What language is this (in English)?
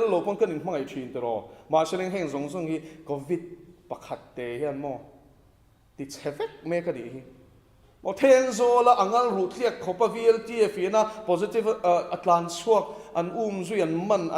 Mizo